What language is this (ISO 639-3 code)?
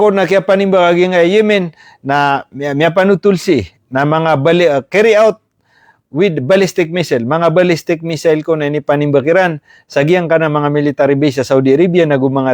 mrw